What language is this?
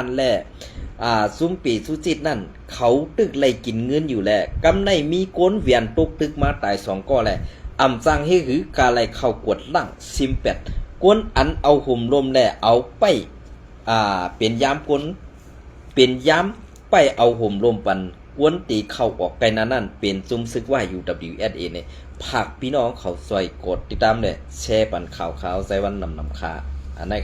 Shan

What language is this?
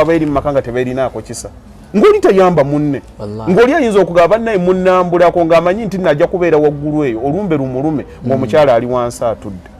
Ganda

